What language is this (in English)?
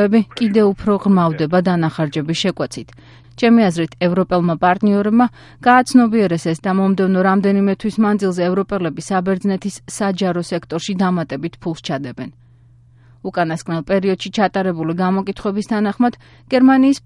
Georgian